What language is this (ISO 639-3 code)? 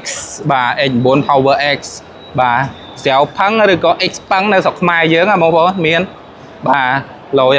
khm